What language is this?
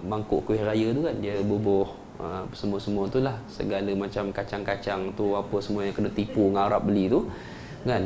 Malay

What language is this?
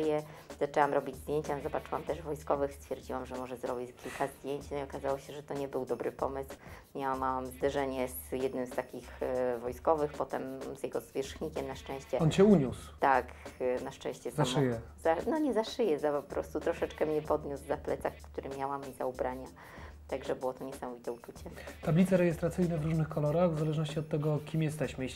Polish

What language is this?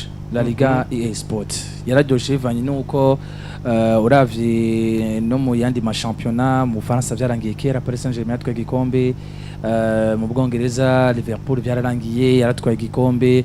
Rundi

